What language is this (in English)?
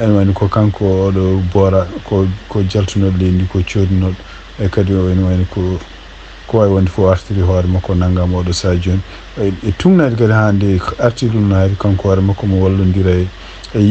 Fula